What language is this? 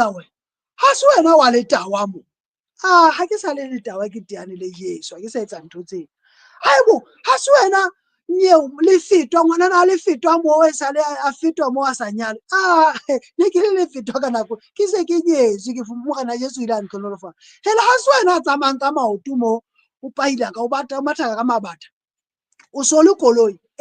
Southern Sotho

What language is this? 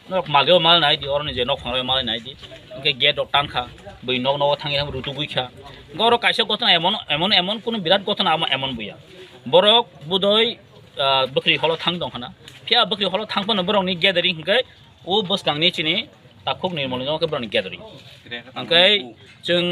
Kok Borok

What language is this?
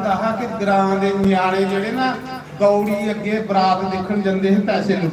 Dogri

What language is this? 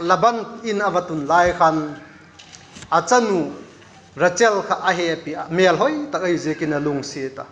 Vaiphei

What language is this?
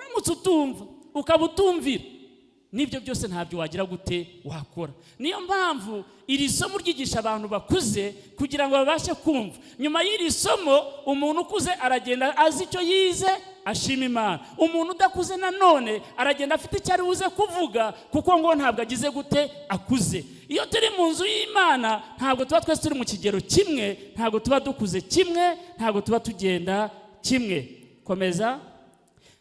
Kinyarwanda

